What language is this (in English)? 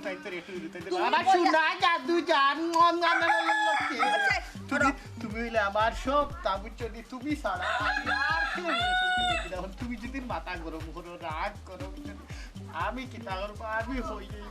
Sylheti